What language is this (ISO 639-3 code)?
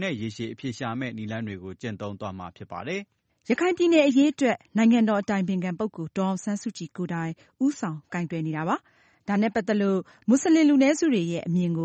mya